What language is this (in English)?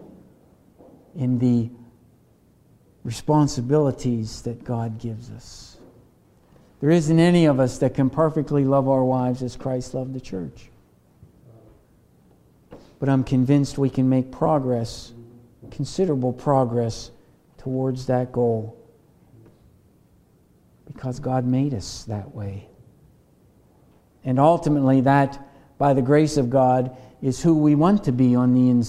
English